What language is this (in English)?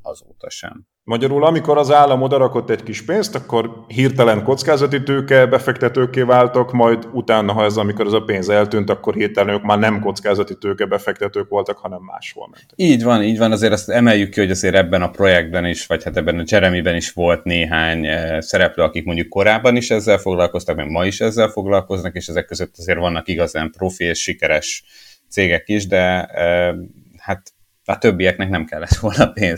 Hungarian